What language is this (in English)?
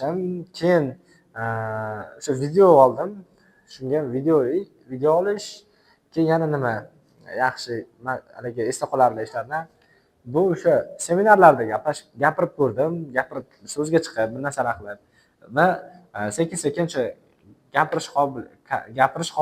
Uzbek